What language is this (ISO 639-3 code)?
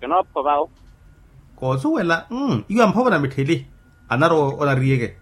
vmw